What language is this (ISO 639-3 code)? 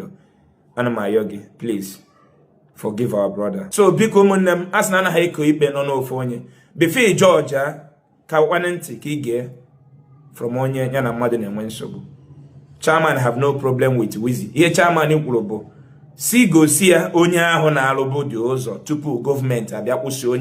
ibo